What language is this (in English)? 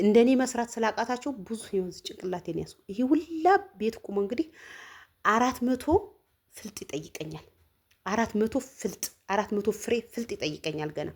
Amharic